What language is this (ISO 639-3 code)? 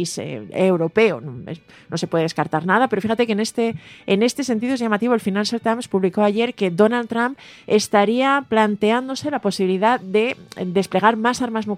spa